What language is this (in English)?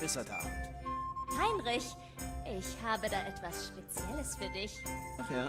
Swiss German